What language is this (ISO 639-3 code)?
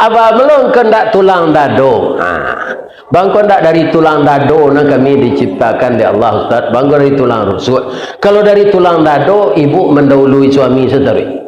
min